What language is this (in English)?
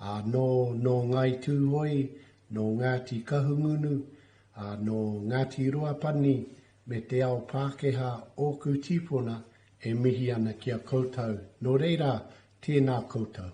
Māori